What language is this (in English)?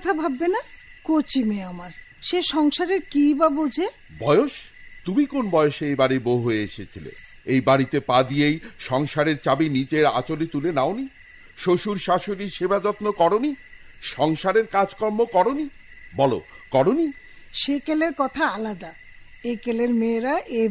Bangla